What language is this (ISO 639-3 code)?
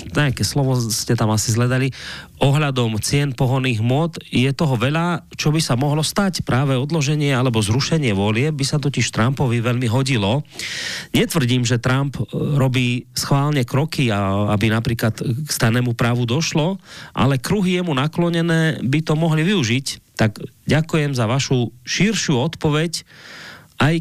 slk